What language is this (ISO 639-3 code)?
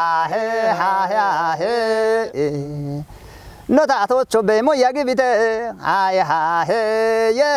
kbr